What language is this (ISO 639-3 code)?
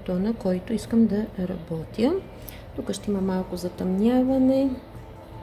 bul